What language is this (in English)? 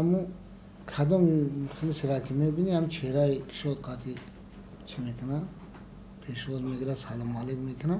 Tajik